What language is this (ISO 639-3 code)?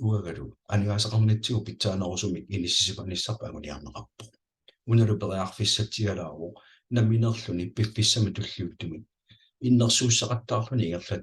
kal